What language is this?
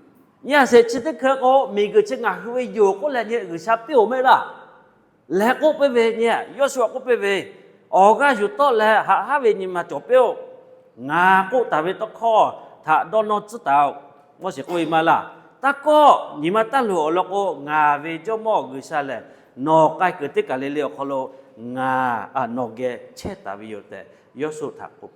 Lahu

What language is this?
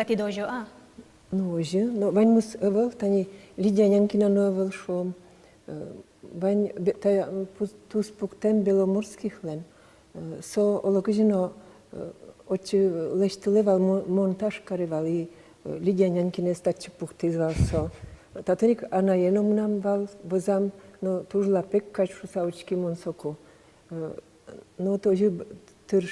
Udmurt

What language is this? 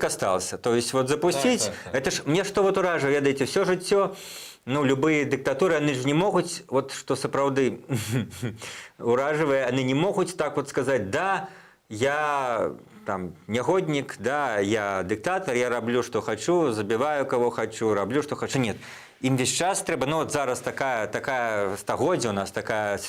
Belarusian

